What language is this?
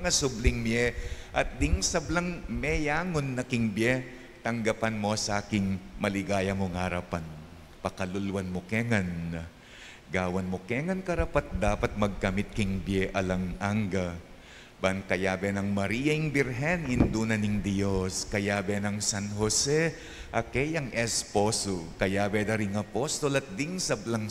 Pampanga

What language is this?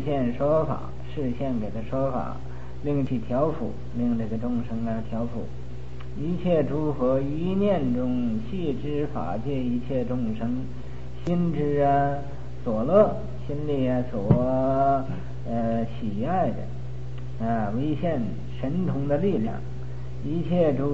Chinese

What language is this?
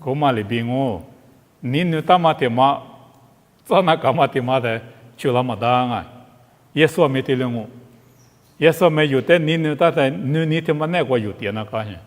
Lisu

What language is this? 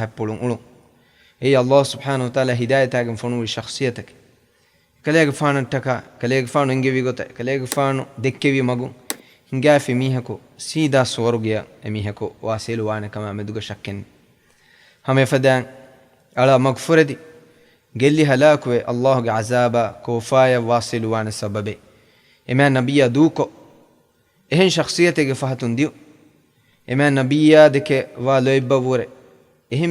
Divehi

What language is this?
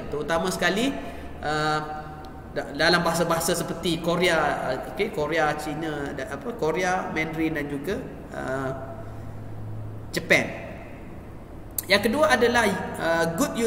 Malay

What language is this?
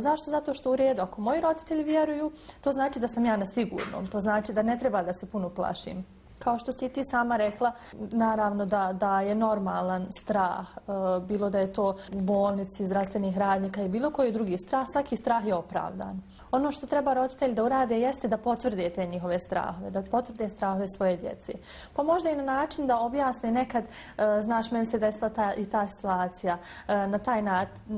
Bosnian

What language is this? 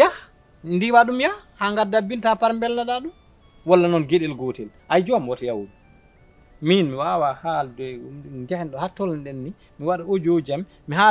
Fula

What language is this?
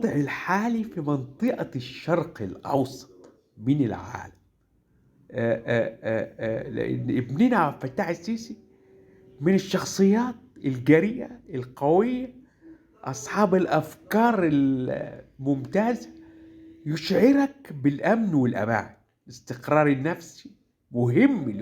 Egyptian Arabic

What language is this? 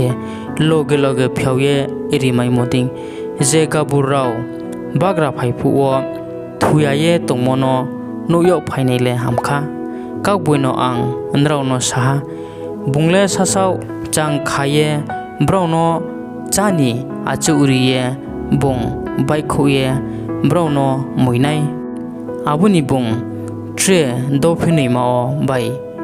Riang (India)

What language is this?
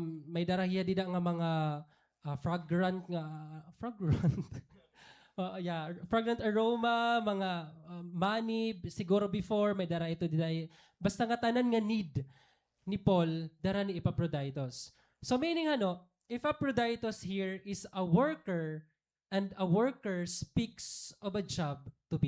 Waray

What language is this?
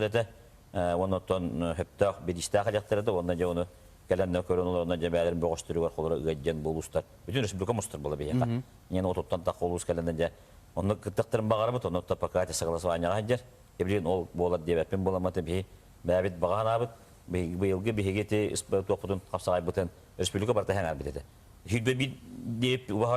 Yakut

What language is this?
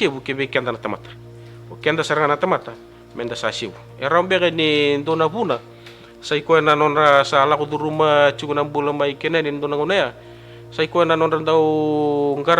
Fijian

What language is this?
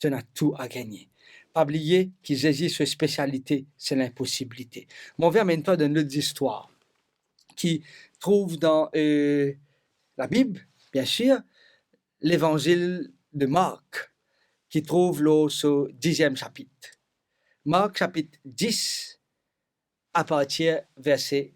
Morisyen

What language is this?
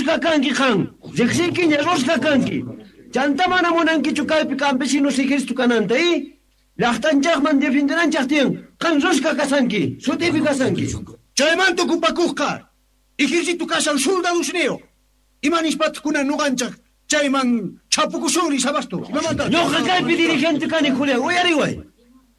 Quechua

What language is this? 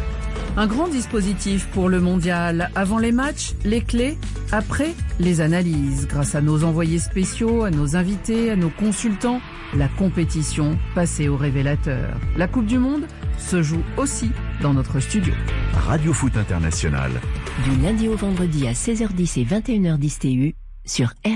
French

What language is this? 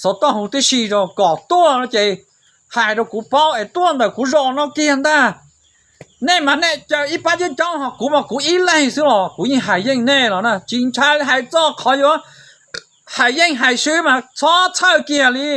Hmong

